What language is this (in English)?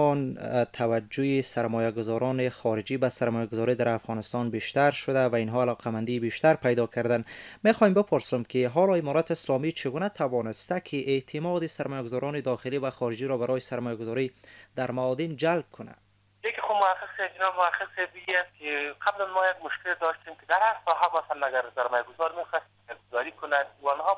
Persian